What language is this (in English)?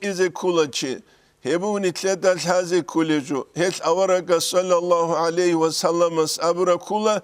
Avaric